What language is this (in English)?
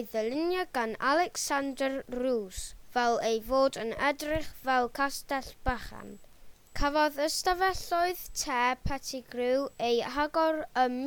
Welsh